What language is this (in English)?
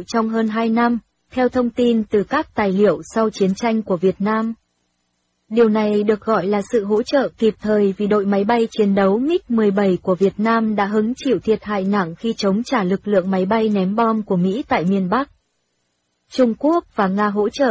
Vietnamese